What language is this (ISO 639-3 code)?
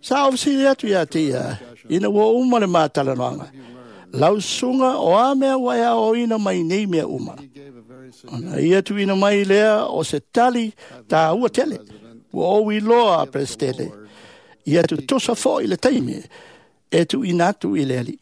smo